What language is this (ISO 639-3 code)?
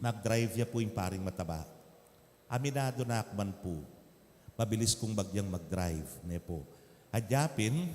pam